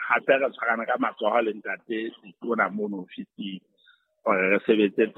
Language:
Southern Sotho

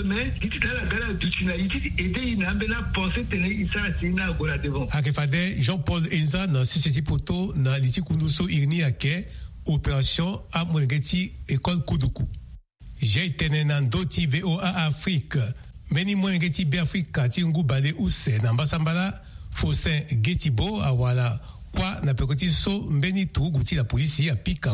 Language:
Sango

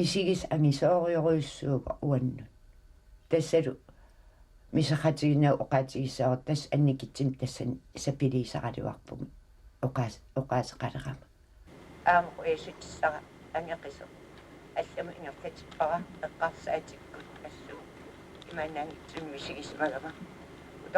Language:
Kalaallisut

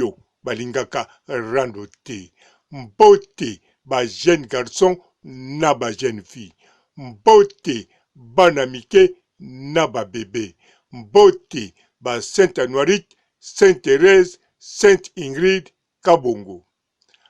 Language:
Lingala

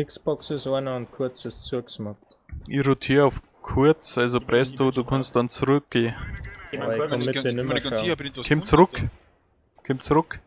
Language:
Bavarian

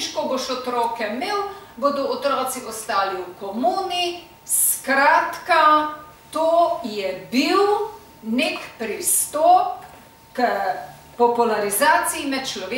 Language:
Slovenian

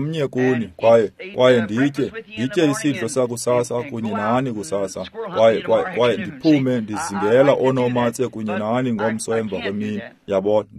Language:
Xhosa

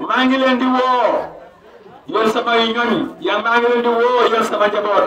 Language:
Wolof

